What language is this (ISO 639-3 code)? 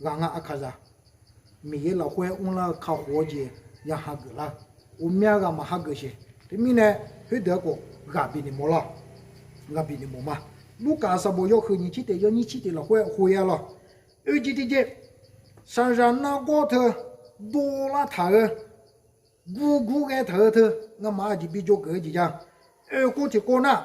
ahk